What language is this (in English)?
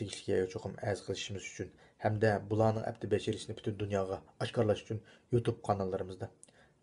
Uyghur